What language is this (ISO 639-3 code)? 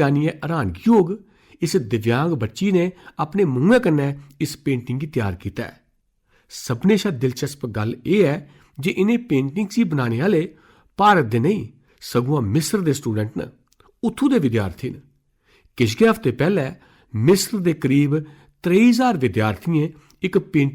doi